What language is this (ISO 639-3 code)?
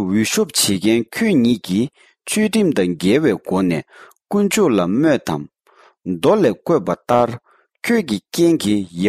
bod